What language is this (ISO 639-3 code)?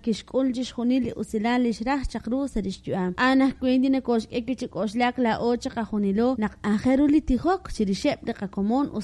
kek